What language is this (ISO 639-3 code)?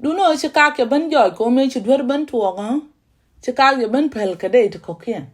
nus